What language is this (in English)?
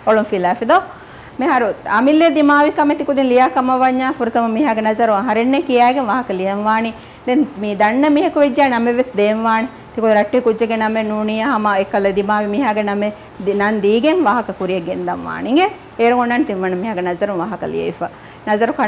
Divehi